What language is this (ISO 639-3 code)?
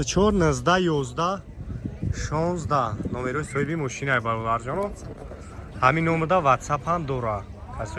tgk